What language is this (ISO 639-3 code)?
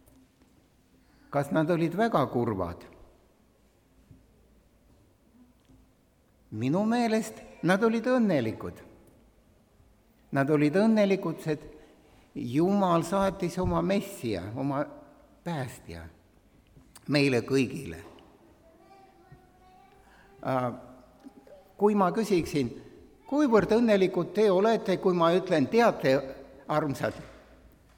est